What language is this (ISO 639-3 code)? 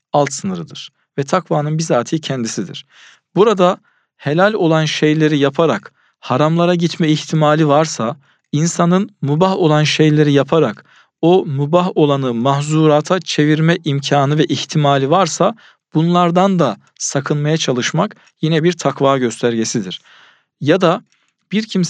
tur